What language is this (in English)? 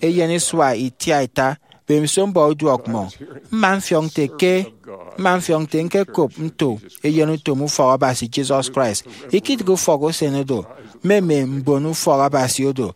Efik